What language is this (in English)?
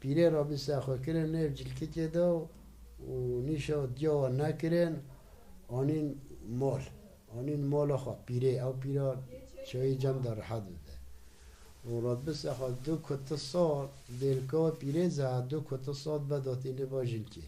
Kurdish